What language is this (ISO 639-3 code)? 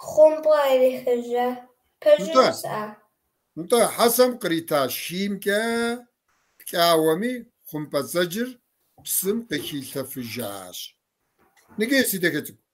kbd